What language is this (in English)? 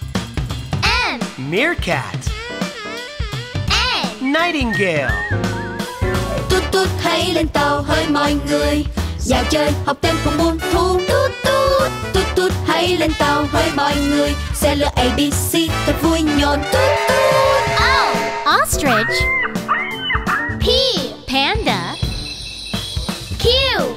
Vietnamese